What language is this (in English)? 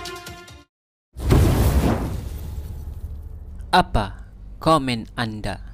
Malay